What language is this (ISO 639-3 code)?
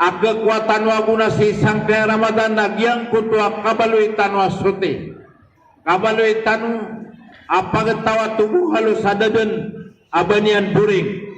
mrw